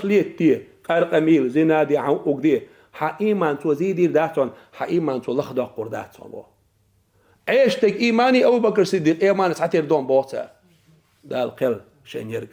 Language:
Chechen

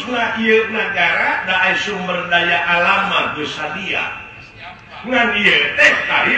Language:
Sundanese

